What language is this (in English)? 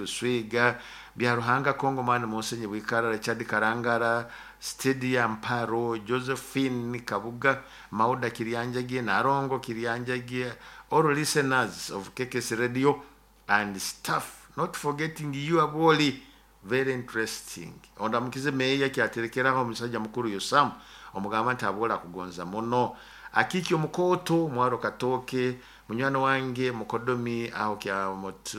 Nyoro